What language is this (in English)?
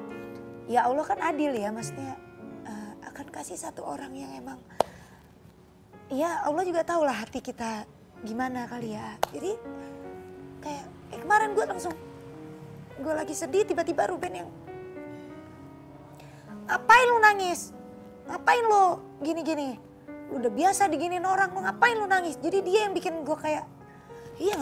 Indonesian